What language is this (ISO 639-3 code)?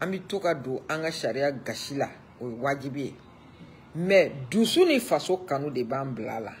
bam